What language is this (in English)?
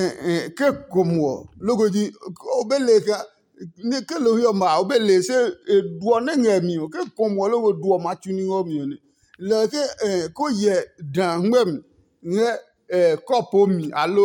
Adangme